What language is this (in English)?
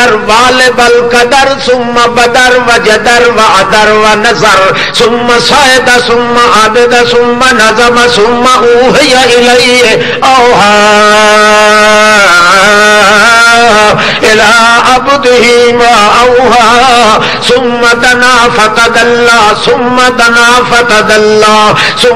Urdu